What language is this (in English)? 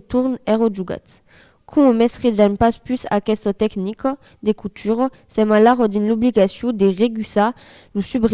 Occitan